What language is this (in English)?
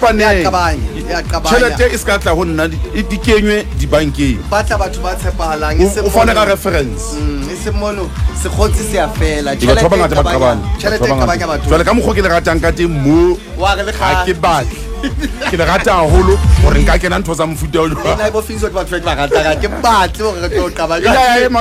Southern Sotho